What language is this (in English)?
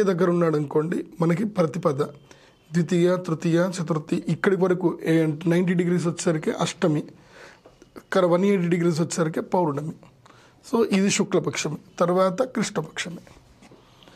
Telugu